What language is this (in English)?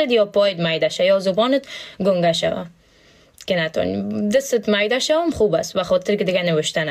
Persian